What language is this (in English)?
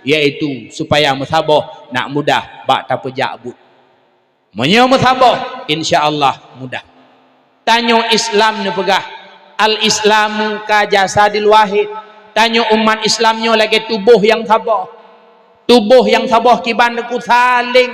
Achinese